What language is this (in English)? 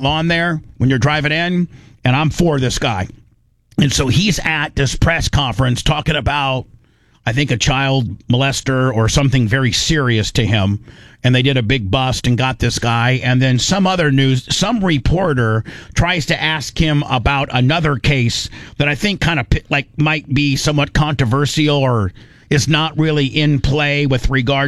English